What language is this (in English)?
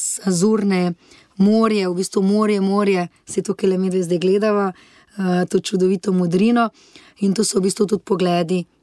Slovenian